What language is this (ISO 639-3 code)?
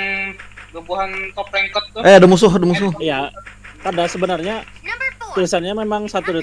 bjn